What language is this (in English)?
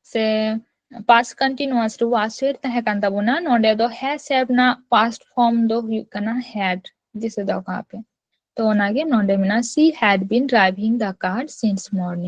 Santali